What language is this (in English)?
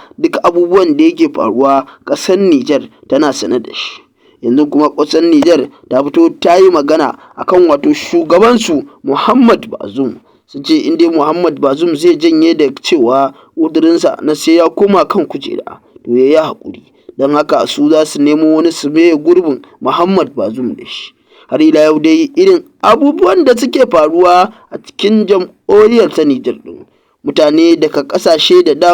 Hausa